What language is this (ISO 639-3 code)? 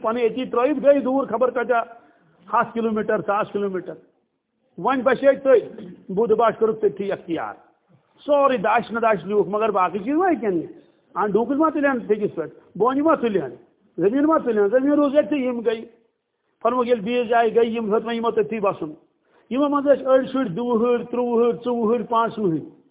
kas